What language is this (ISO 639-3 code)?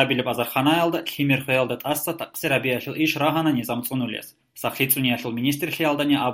ava